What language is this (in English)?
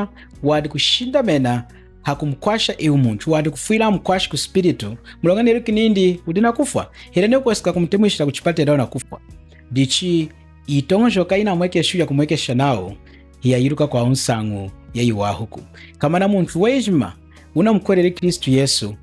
Lunda